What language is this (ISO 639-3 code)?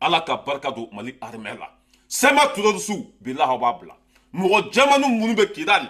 bam